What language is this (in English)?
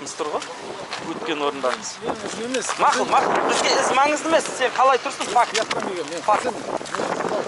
Kazakh